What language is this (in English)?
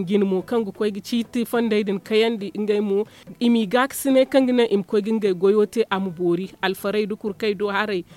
Zarma